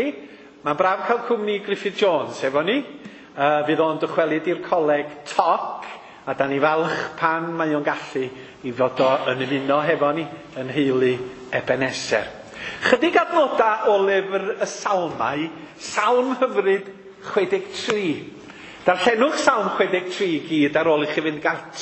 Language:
Welsh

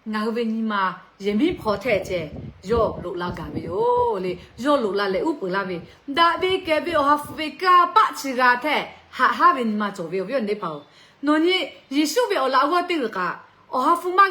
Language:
Lahu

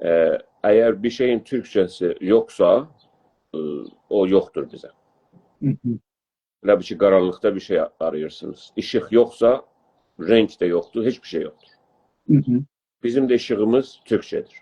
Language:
South Azerbaijani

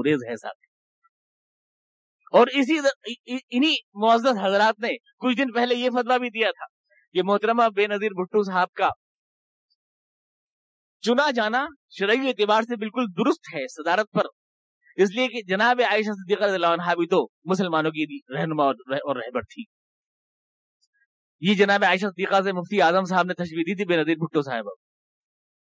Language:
Urdu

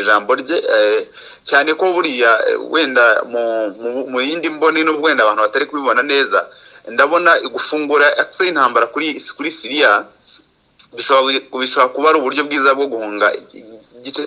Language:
Kinyarwanda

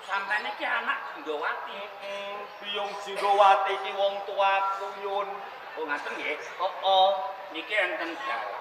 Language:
Javanese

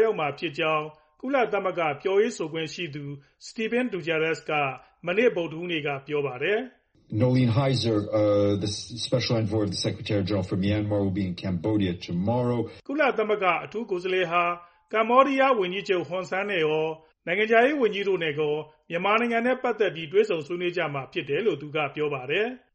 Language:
Burmese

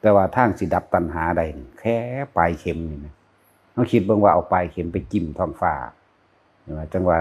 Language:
Northeastern Thai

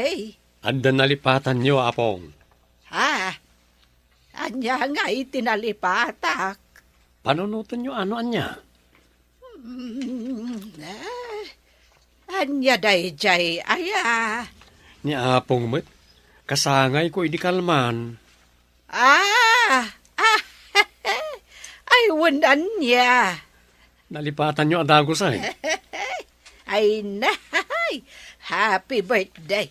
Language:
Iloko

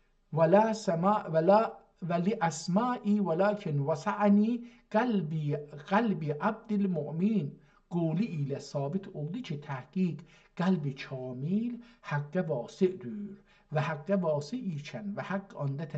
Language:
South Azerbaijani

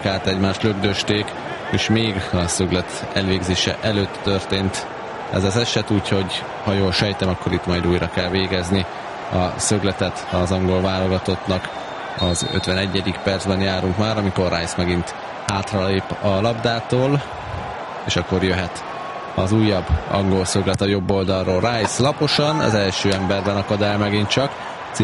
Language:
Hungarian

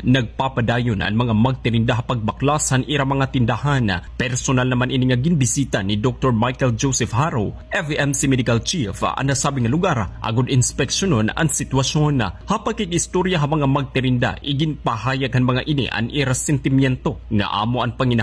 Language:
Waray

